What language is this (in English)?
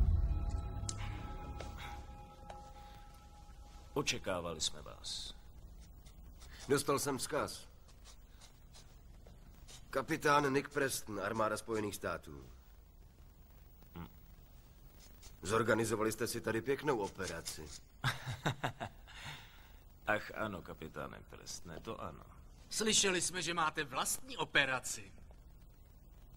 Czech